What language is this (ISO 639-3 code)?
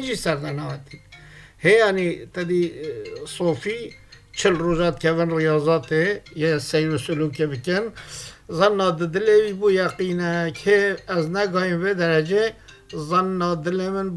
kur